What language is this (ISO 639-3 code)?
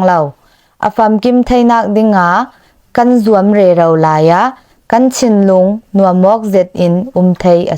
cfm